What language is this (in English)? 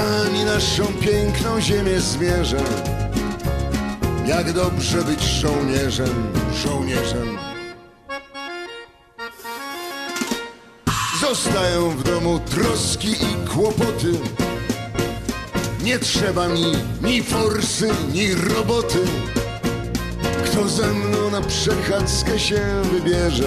Polish